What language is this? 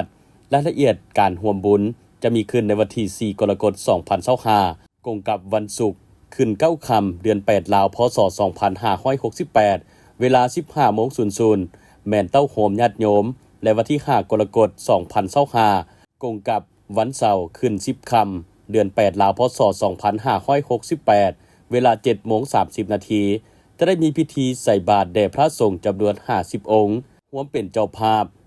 Lao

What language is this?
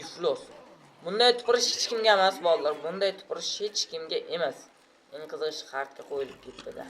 Uzbek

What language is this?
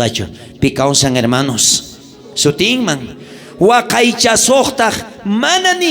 South Bolivian Quechua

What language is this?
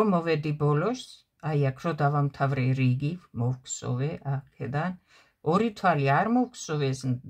Georgian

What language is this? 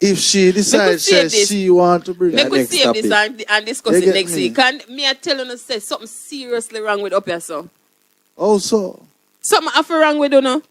Jamaican Creole English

